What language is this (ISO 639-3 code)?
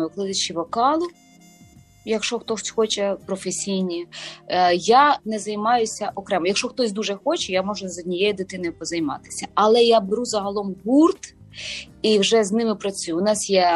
ukr